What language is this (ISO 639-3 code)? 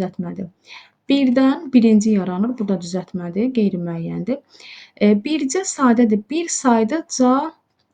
aze